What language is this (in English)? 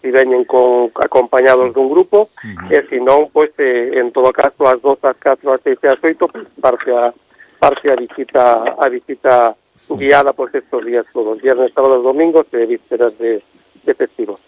Galician